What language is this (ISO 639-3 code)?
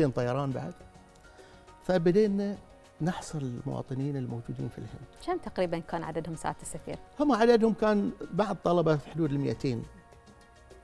ara